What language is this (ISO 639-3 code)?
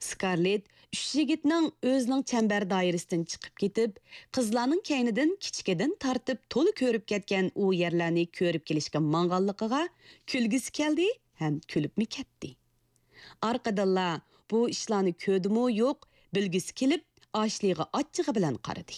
uig